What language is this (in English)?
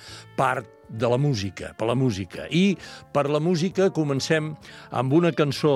Catalan